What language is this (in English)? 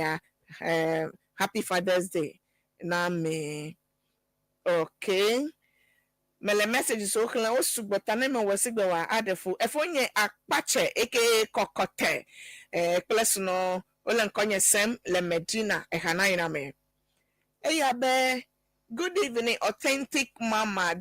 Ewe